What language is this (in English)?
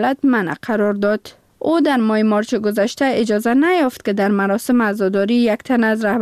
Persian